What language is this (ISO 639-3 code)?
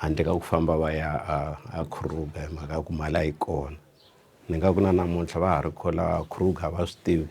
tso